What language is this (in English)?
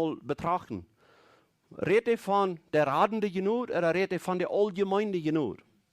Plautdietsch